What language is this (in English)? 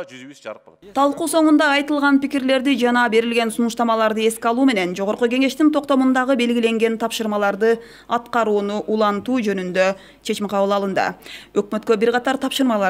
Kyrgyz